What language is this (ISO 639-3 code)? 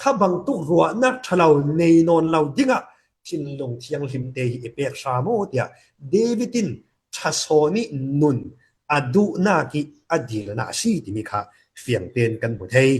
cfm